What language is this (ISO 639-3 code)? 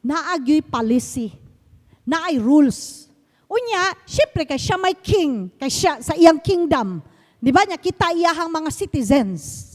ceb